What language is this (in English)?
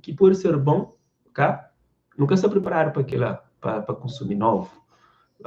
Kabuverdianu